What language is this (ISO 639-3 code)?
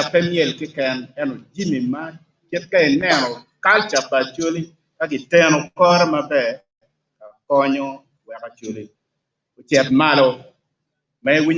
ach